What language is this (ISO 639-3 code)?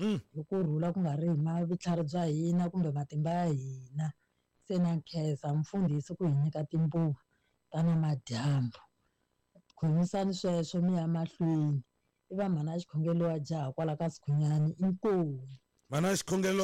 tso